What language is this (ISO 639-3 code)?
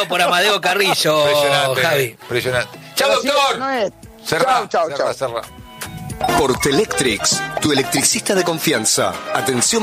spa